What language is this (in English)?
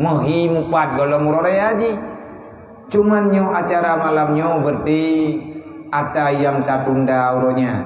Achinese